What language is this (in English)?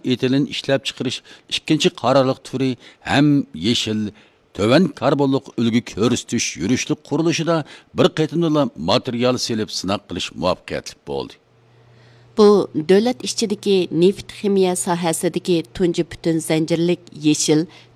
Uyghur